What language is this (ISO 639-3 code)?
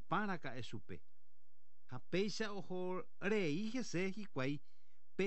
grn